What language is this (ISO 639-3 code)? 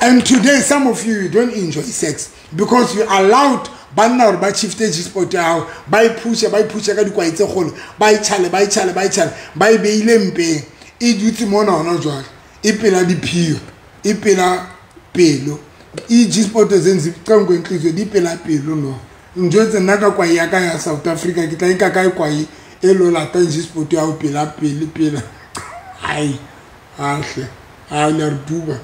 sot